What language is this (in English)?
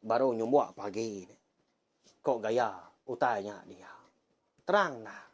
Iban